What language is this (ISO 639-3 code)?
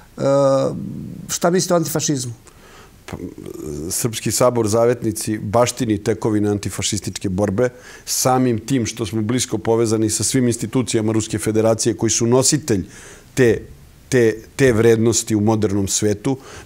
srp